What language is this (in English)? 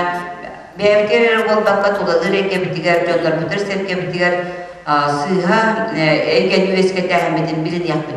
Yakut